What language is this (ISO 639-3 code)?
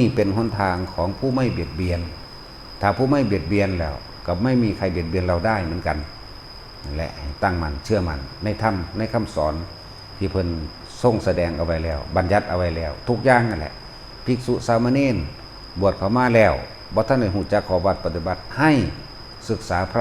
tts